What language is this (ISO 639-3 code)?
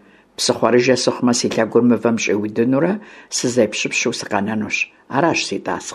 kbd